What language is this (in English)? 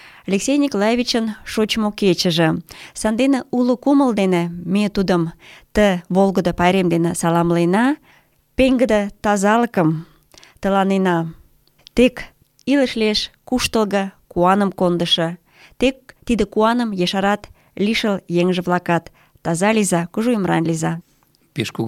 Mari